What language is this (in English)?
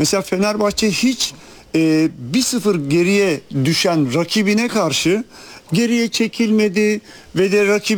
Turkish